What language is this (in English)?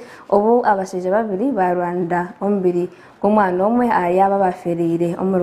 Nyankole